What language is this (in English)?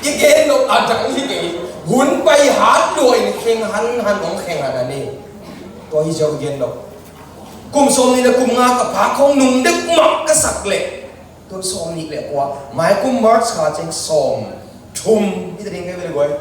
Tedim Chin